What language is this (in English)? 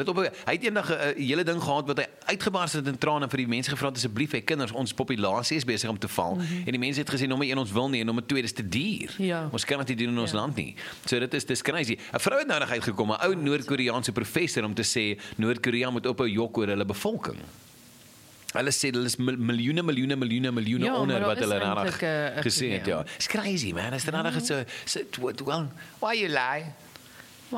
Afrikaans